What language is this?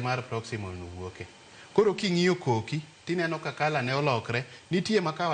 Luo (Kenya and Tanzania)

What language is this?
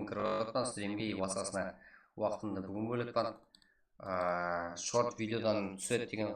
Kara-Kalpak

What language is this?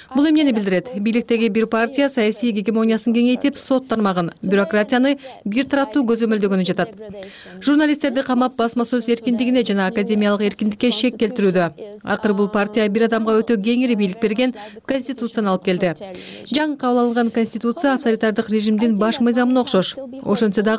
Kyrgyz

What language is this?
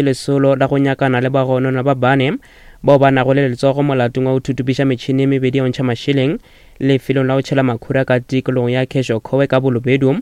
Northern Sotho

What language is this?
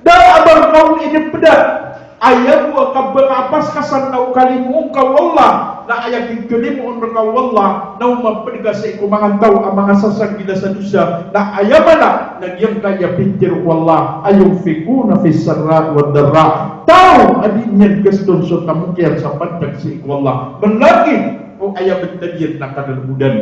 Maranao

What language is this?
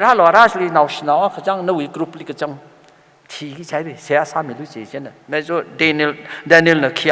Tangkhul Naga (India)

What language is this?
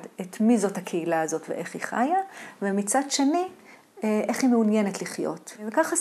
Hebrew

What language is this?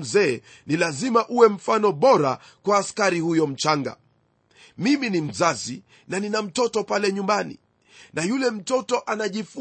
Swahili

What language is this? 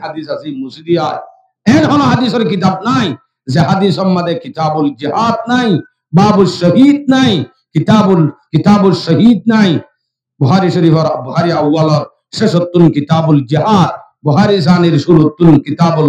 Rohingya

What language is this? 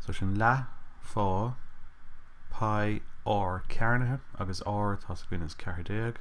Irish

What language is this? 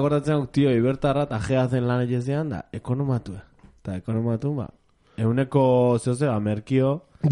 Basque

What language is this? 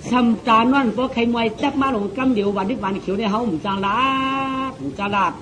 Shan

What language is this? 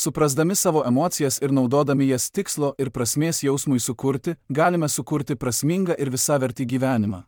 Lithuanian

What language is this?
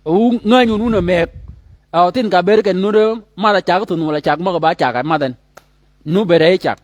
Shilluk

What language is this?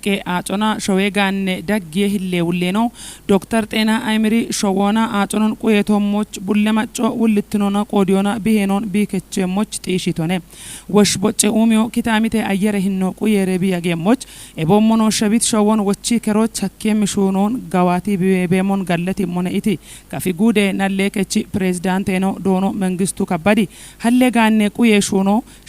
Kafa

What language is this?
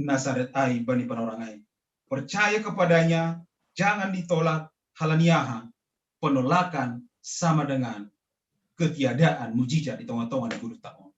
Batak Simalungun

